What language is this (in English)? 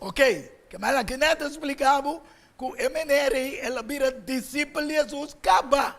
Papiamento